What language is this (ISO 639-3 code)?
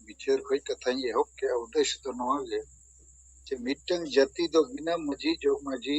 sat